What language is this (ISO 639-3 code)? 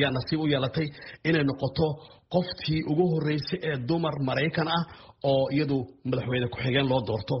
som